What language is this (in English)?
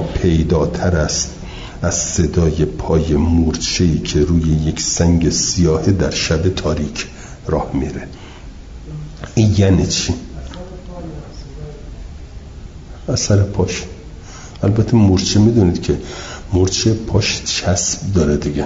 Persian